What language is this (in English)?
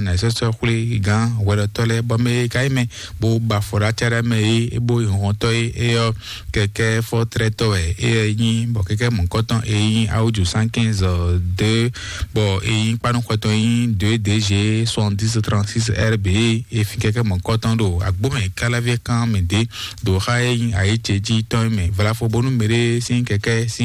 Fon